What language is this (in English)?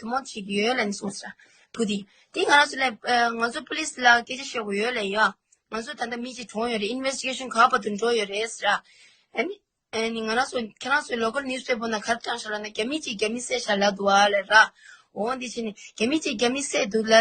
Tibetan